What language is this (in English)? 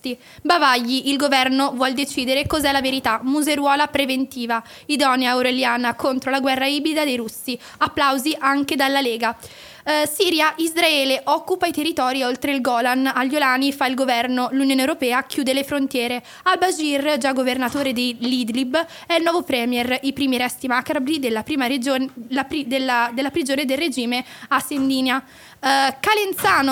Italian